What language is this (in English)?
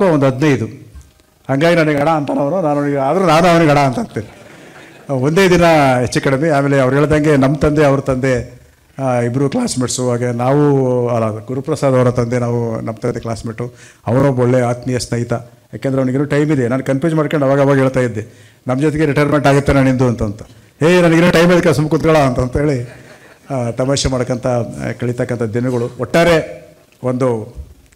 Kannada